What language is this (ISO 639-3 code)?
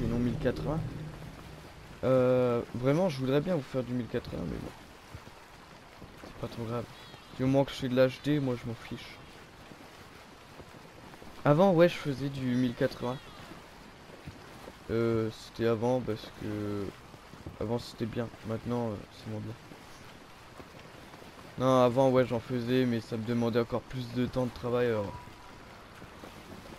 fra